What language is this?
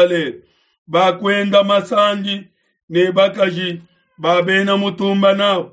Luba-Lulua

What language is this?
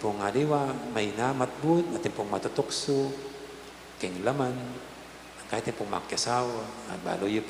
Pampanga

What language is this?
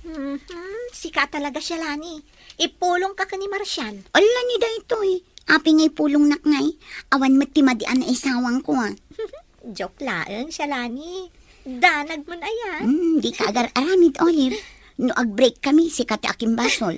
Iloko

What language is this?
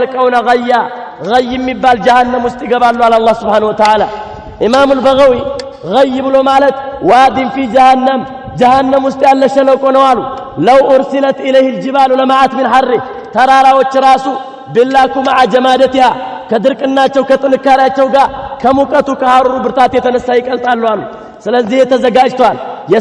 Amharic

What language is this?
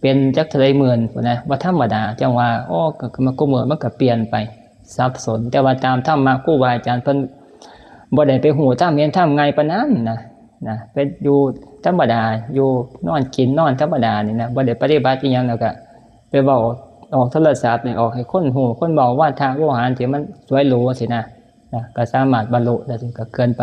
Northeastern Thai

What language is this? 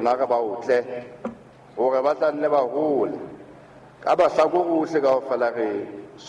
Southern Sotho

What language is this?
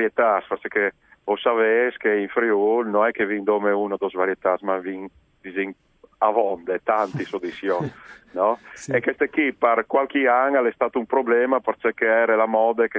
Friulian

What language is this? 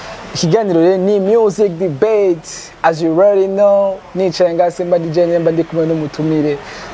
Rundi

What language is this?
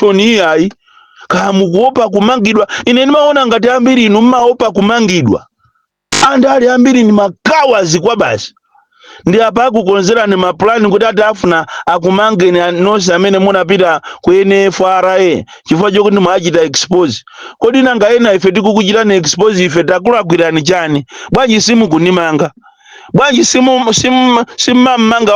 Nyanja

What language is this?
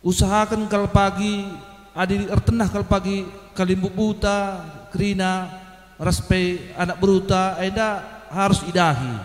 Batak Karo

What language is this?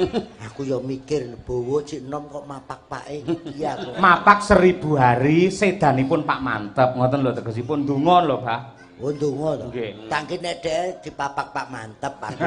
Javanese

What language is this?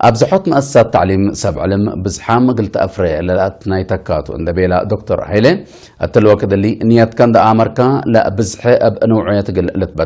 Tigre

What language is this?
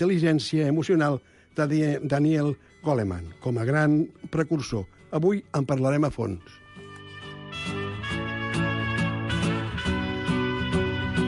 Catalan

